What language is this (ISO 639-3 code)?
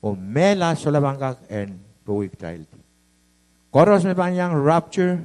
pon